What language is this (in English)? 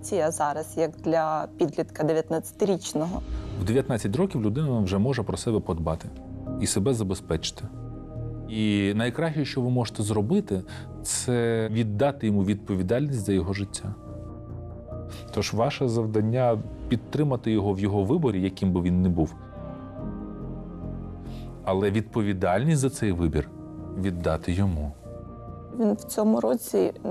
Ukrainian